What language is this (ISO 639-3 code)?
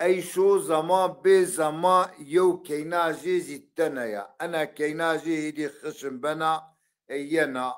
zza